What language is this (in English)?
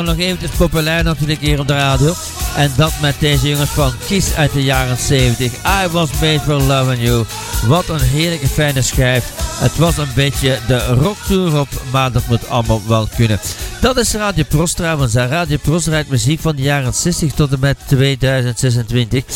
Dutch